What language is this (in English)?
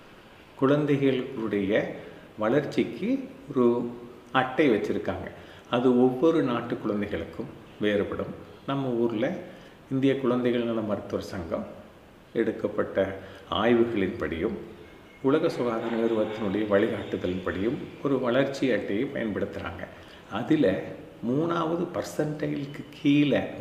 Tamil